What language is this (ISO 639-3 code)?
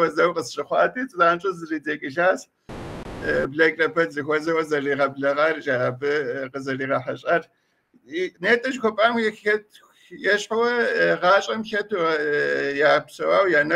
kbd